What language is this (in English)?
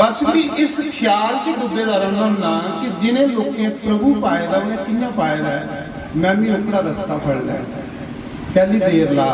Dogri